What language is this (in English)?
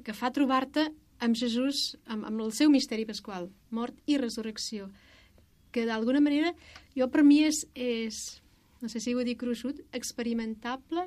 Catalan